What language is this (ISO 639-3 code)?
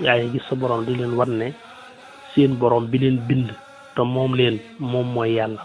wol